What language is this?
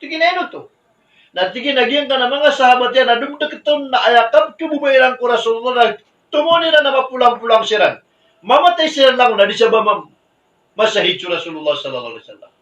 Maranao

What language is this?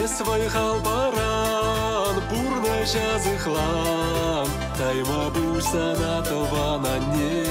Chuvash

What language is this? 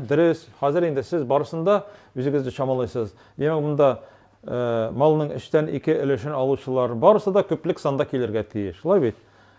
Tatar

